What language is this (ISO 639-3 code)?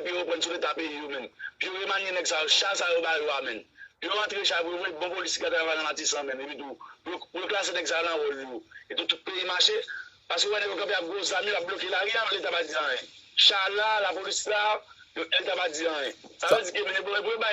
hat